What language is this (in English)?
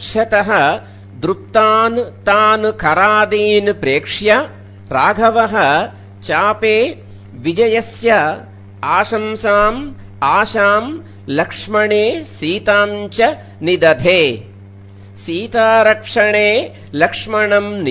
Sanskrit